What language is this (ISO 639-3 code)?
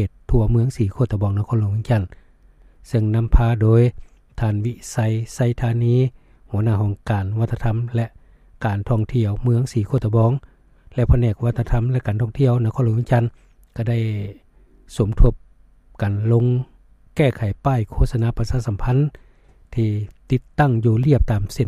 lao